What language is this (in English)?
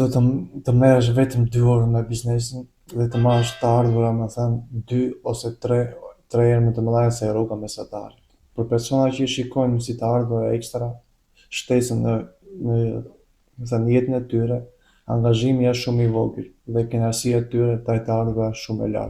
Albanian